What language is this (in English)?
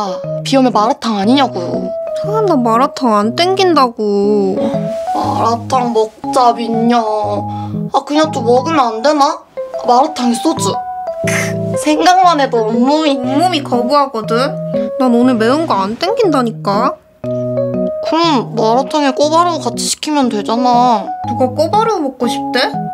Korean